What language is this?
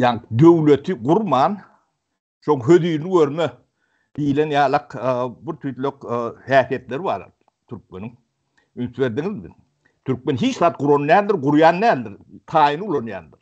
Turkmen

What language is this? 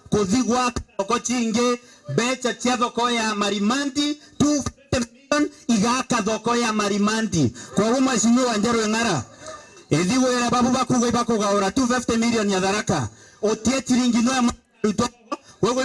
Meru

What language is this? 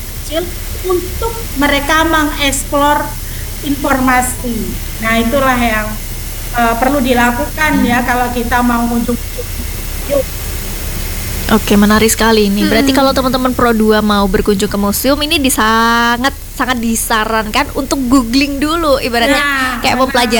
Indonesian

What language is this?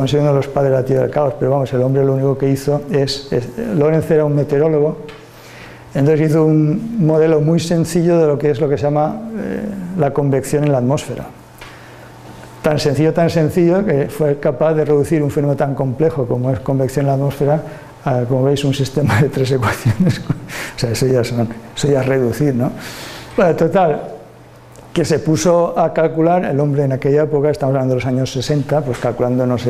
Spanish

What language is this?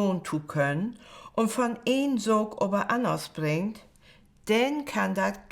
Low German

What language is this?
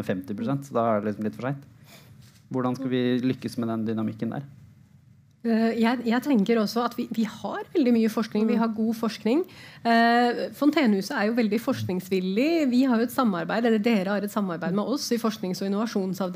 Norwegian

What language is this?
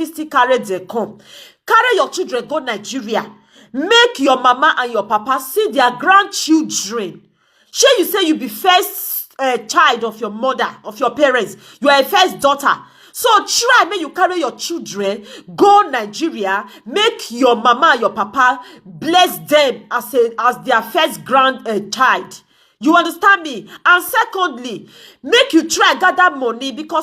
Nigerian Pidgin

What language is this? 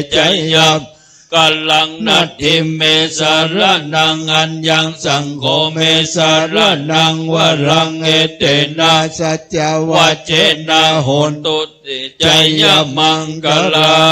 Pali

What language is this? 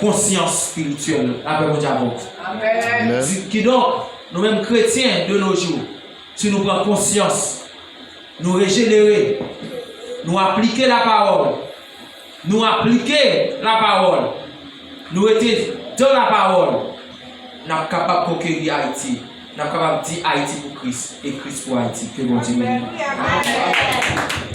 Haitian Creole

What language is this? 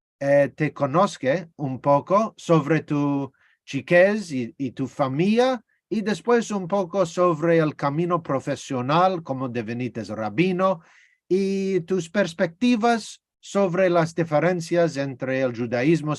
Ladino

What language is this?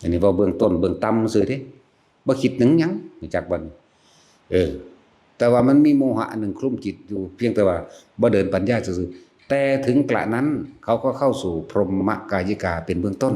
Northeastern Thai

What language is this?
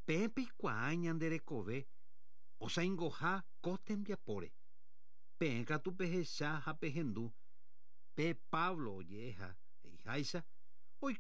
Guarani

